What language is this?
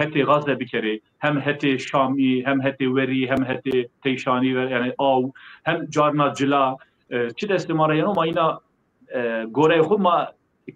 Zaza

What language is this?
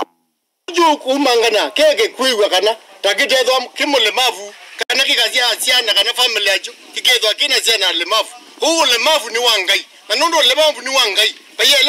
Kamba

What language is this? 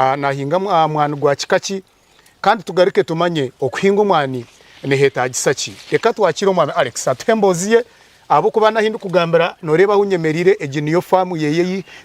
Nyankole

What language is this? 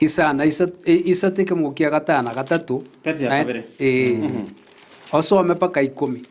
Gusii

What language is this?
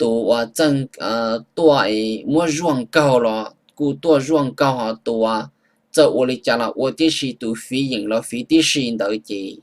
Hmong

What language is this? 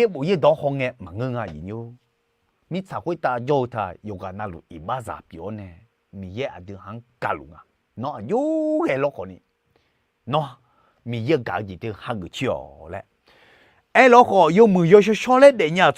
Akha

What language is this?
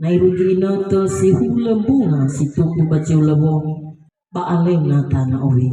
Nias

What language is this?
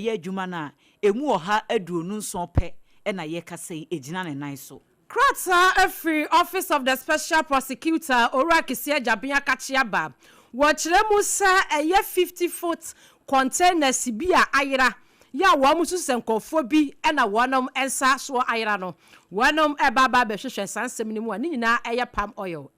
Akan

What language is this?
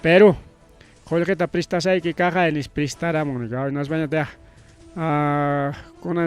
Ayacucho Quechua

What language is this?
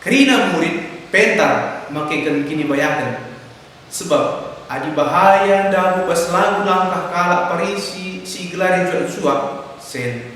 Batak Karo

